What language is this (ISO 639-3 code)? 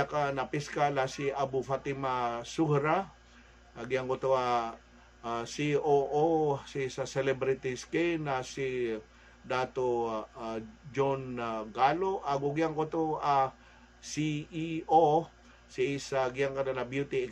mrw